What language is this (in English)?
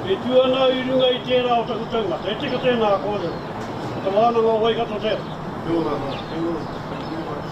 Māori